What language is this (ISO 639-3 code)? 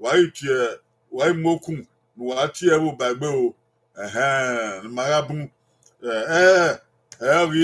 bin